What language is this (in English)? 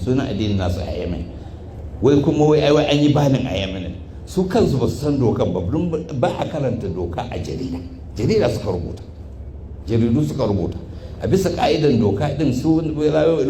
Hausa